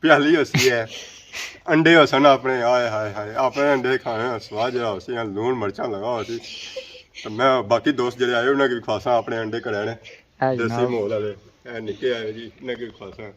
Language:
Pahari-Potwari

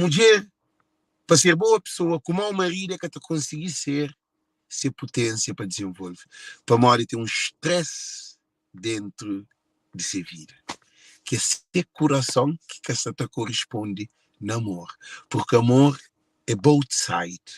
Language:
Kabuverdianu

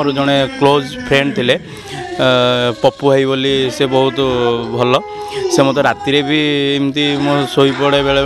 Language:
Odia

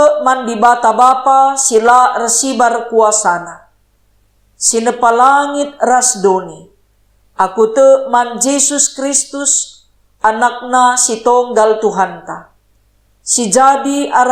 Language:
Batak Karo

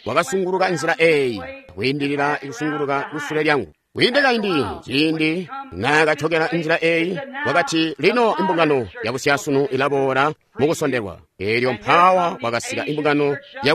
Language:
Tonga (Zambia)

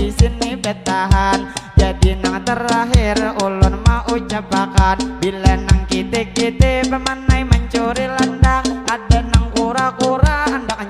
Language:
Banjar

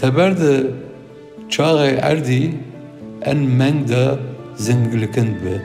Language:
Zaza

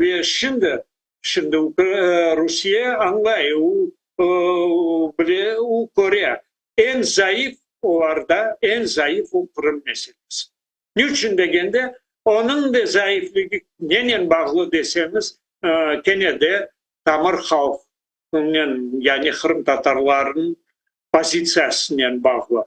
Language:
Crimean Tatar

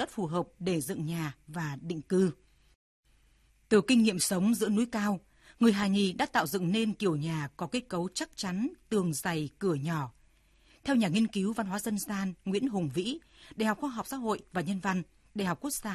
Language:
Vietnamese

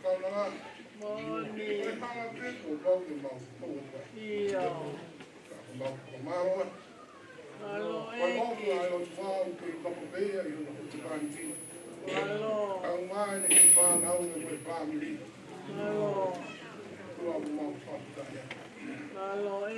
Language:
Tongan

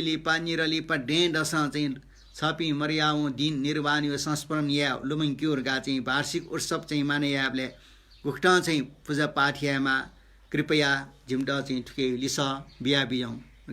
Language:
Newari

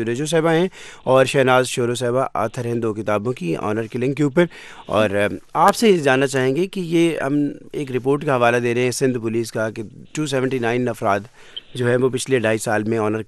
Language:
Urdu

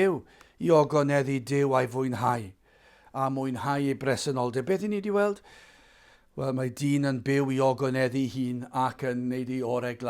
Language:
Welsh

